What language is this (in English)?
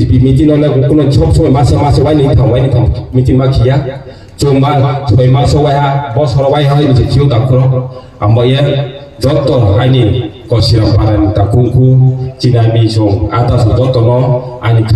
Riang (India)